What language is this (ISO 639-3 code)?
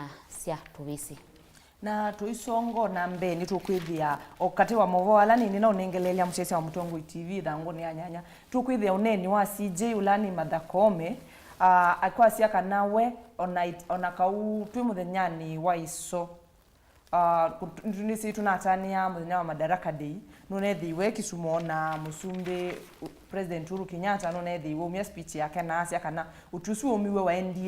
kam